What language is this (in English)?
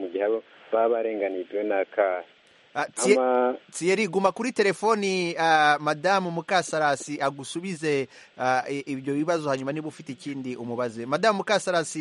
Kinyarwanda